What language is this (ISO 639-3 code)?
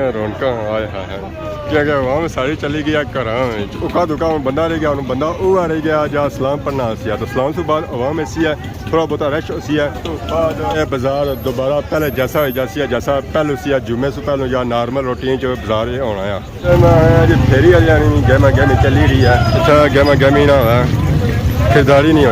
phr